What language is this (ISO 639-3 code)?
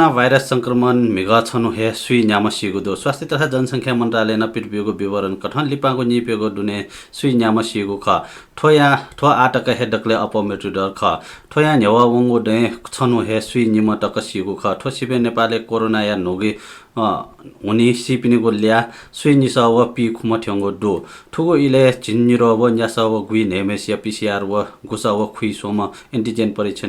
new